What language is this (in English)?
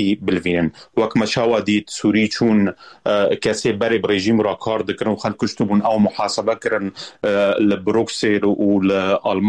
Kurdish